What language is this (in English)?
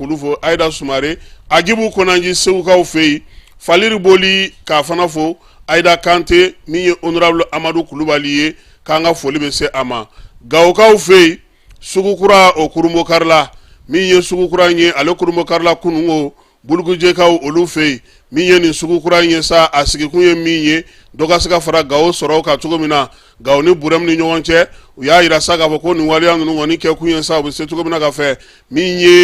Bambara